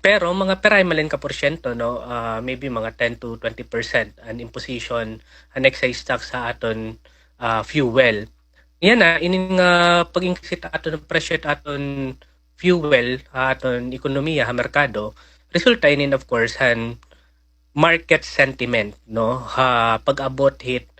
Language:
Waray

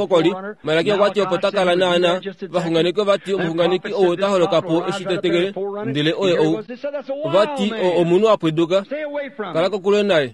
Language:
Kuanyama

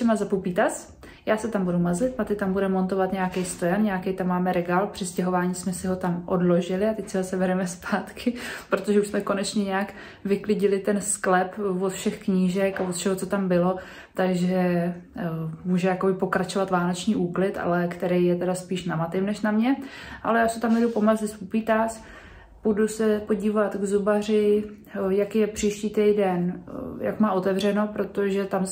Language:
Czech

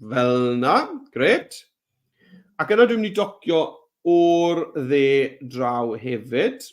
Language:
Welsh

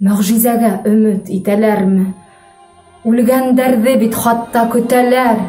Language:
Bashkir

